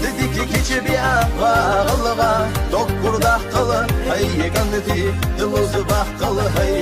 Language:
Ingush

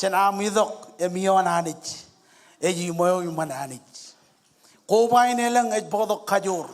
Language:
Marshallese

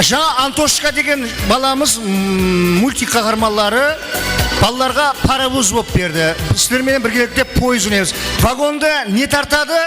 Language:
Kara-Kalpak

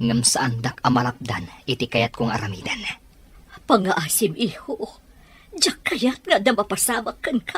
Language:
Iloko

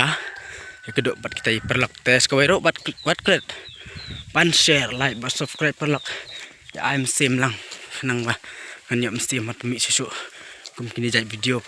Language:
Khasi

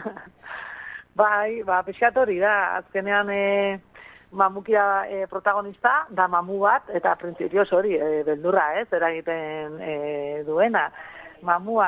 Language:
Basque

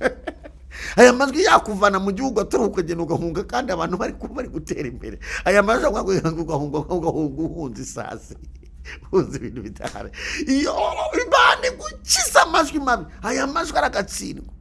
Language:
Kinyarwanda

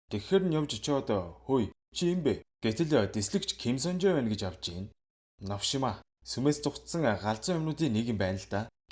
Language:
Mongolian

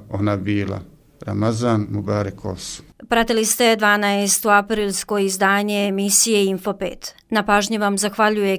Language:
Bosnian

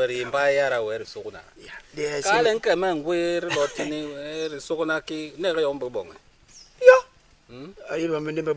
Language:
Basaa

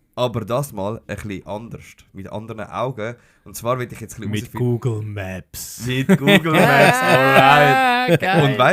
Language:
Swiss German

